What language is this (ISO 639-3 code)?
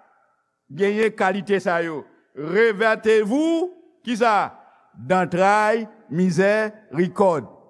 hat